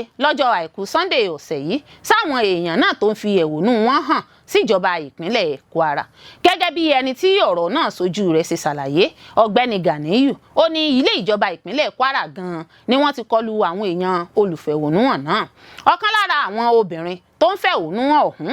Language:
Yoruba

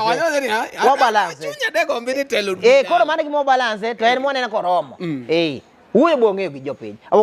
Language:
Luo (Kenya and Tanzania)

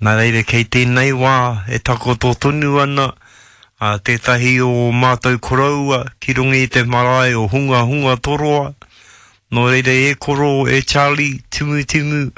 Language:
Māori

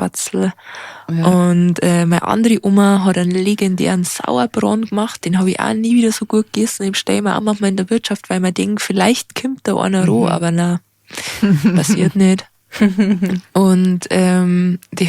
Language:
Bavarian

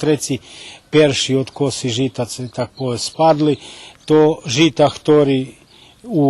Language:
Rusyn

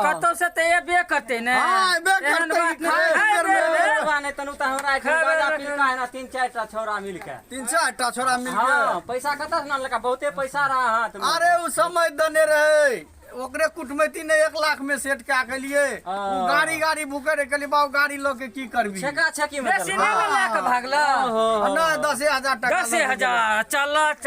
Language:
Maithili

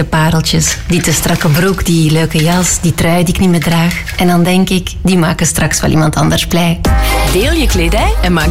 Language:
Dutch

